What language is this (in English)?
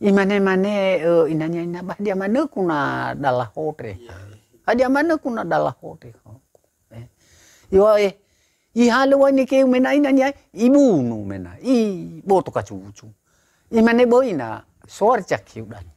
Nias